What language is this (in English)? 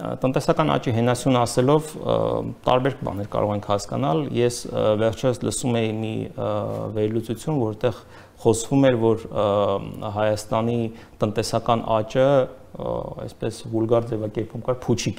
Armenian